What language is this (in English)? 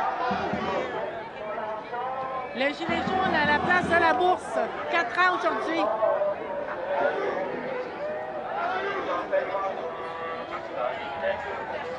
French